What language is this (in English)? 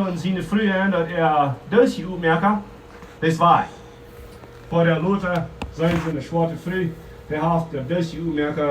Plautdietsch